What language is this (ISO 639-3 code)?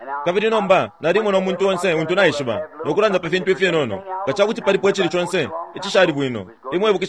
bem